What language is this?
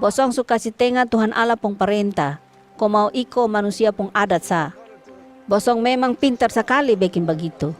Kupang Malay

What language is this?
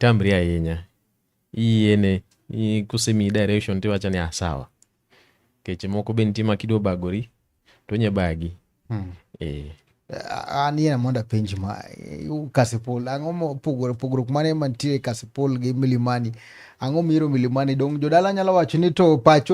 Luo (Kenya and Tanzania)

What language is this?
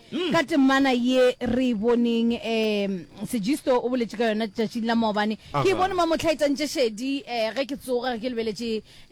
Northern Sotho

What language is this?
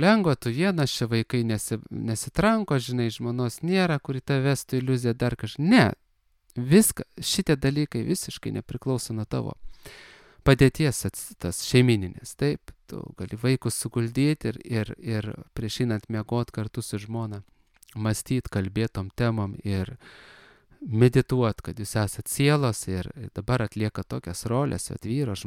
Lithuanian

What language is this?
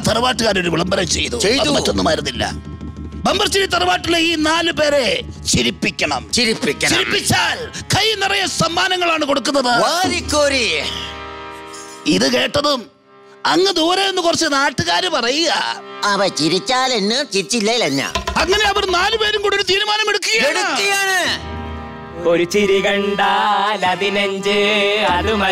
Malayalam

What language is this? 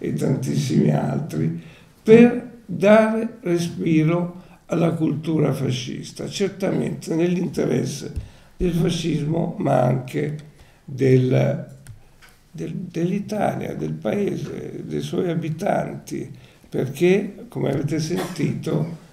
Italian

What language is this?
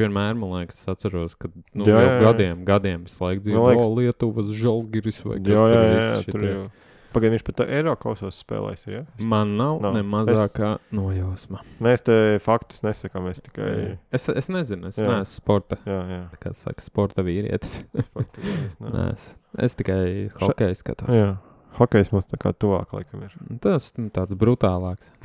Latvian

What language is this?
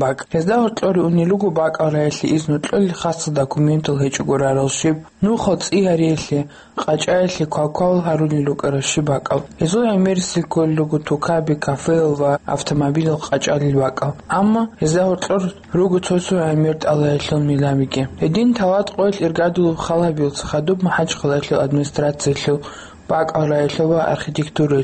Avaric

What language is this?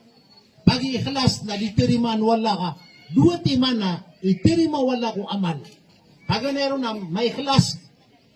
Maranao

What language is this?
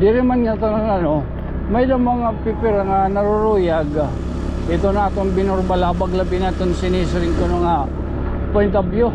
Waray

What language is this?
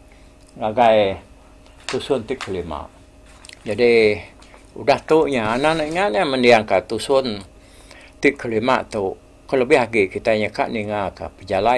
Iban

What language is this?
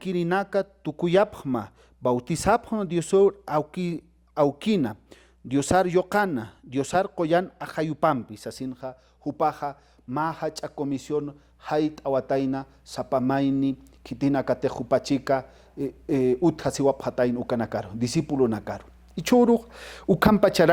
Aymara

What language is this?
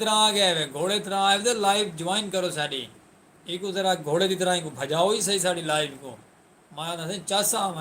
Saraiki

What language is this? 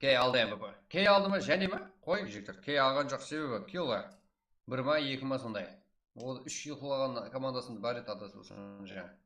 Kara-Kalpak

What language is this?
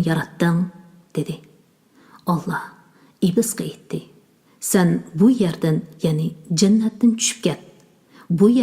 Uyghur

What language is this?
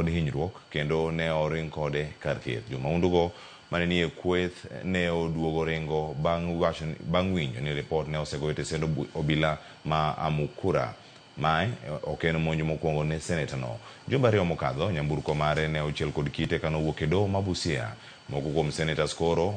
Luo (Kenya and Tanzania)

